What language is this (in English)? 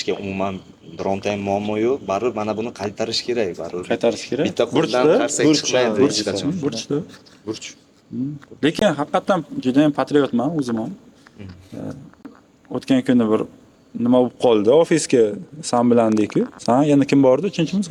Uzbek